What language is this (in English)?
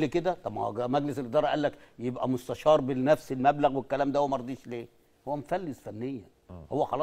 Egyptian Arabic